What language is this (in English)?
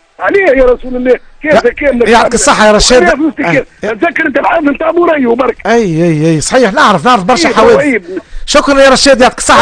Tunisian Arabic